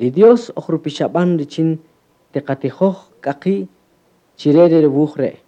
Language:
Kaqchikel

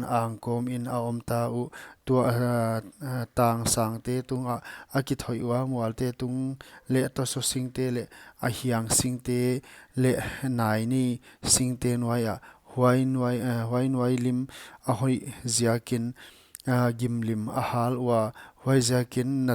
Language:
Paite Chin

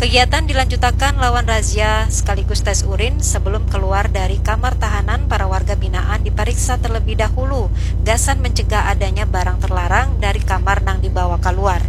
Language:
Banjar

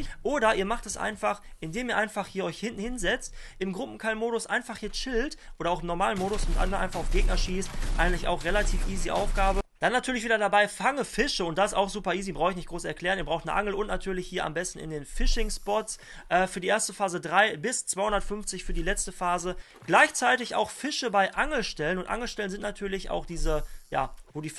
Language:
German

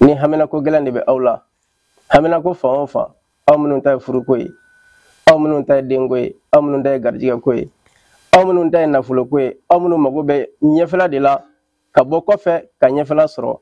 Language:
Bambara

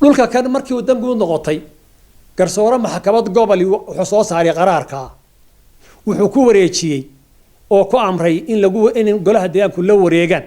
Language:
Somali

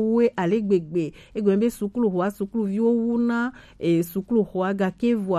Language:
Gen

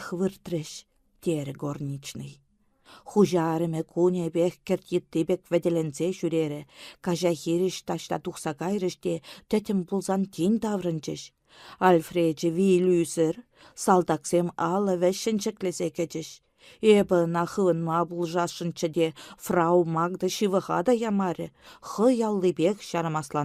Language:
Chuvash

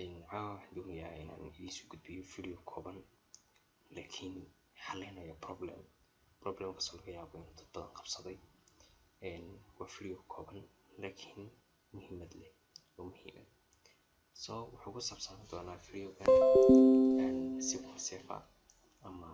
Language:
Somali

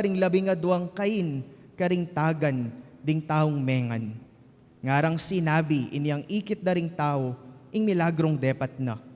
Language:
Pampanga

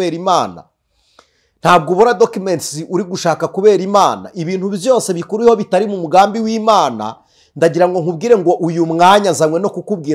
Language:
Kinyarwanda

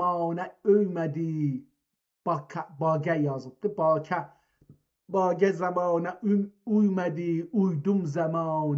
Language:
South Azerbaijani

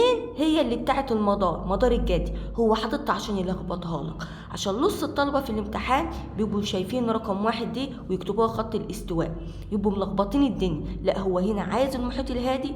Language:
Egyptian Arabic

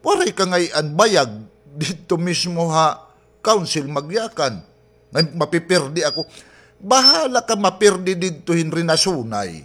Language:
Waray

